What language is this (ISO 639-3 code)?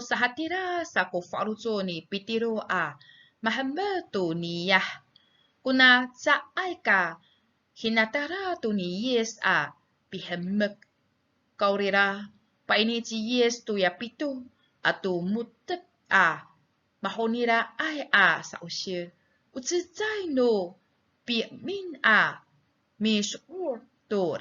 ami